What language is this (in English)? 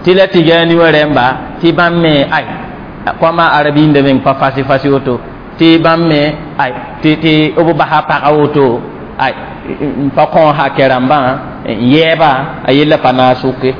Mossi